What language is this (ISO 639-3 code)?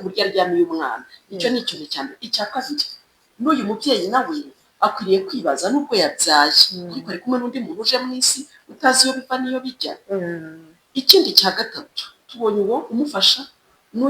kin